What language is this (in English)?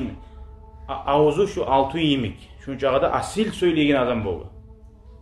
Kumyk